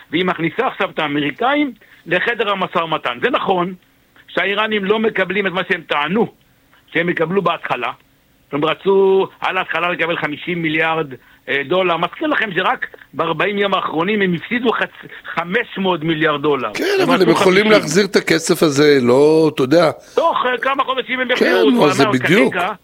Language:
Hebrew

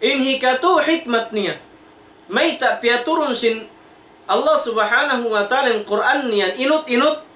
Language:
Tausug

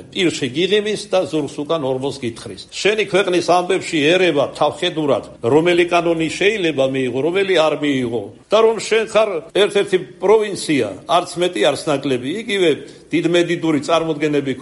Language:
Georgian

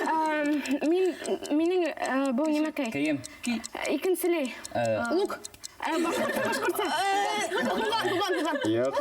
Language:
Bashkir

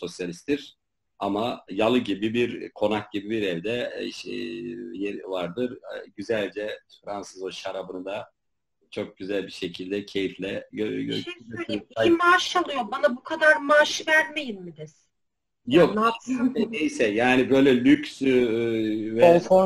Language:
Turkish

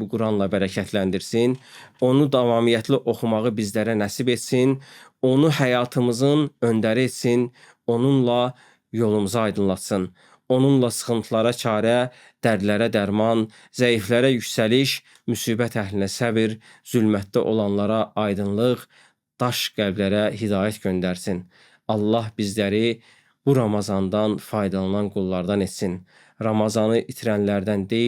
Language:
Azerbaijani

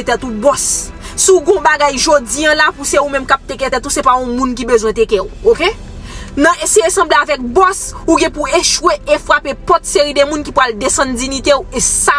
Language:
Haitian Creole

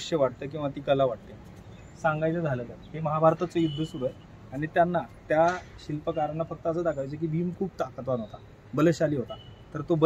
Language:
Marathi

